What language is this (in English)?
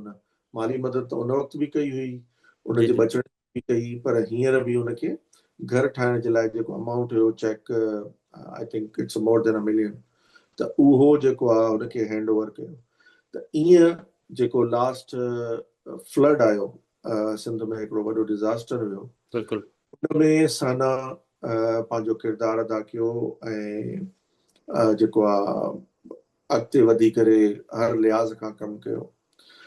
Sindhi